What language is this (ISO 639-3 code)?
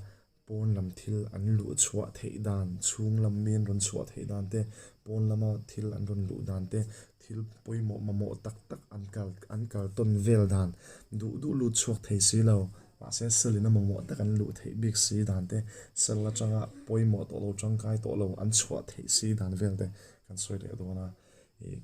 lus